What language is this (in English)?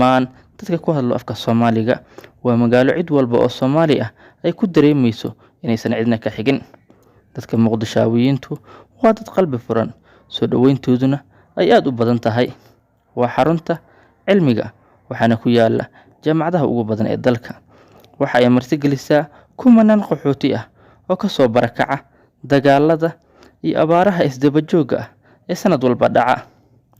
Somali